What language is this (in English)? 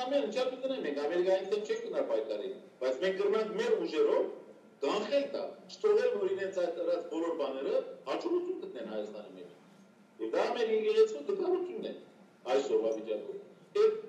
Western Armenian